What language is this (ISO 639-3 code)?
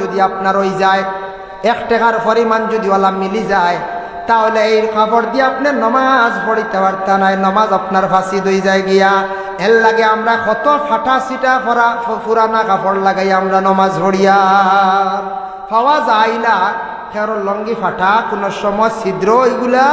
syl